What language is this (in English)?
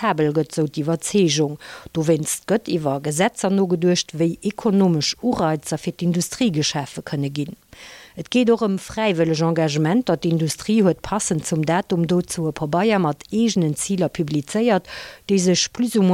Luxembourgish